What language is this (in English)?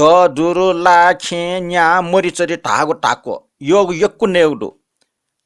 Newari